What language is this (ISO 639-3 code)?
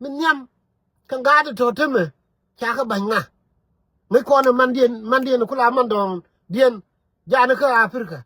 nus